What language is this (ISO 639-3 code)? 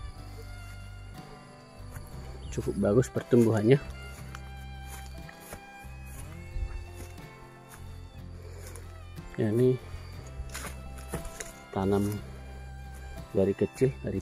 ind